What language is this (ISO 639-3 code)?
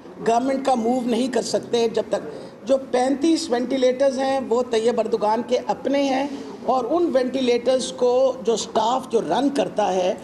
urd